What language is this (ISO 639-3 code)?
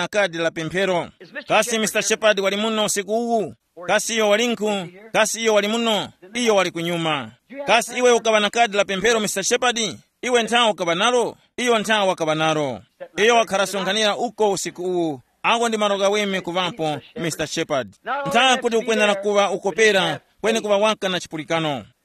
tum